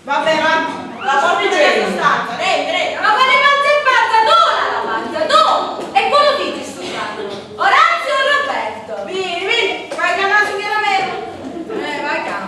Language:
Sicilian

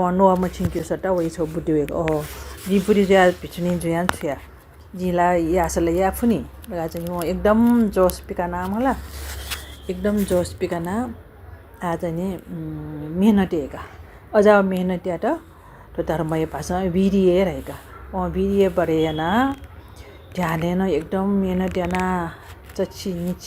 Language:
Newari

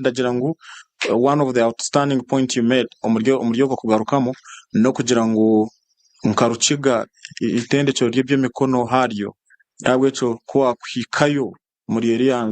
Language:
Nyankole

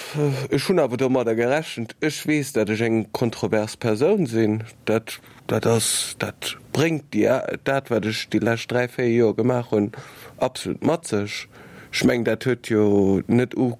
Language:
Luxembourgish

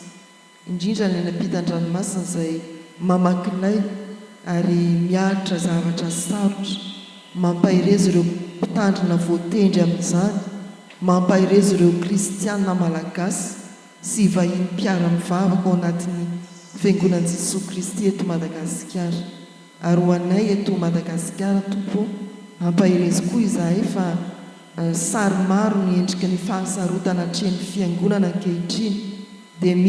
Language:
Malagasy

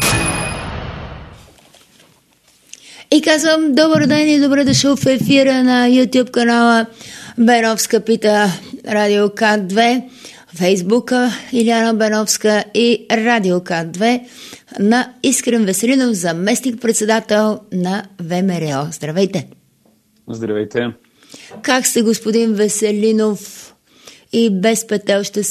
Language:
Bulgarian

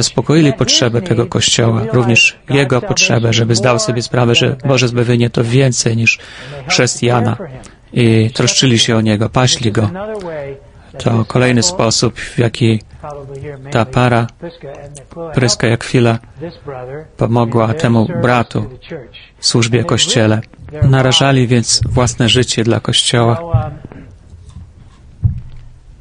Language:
Polish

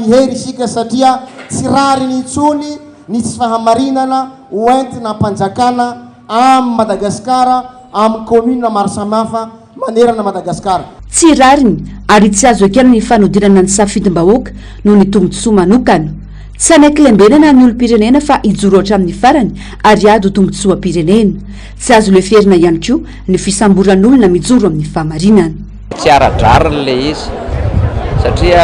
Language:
Malagasy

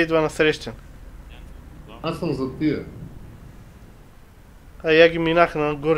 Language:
Bulgarian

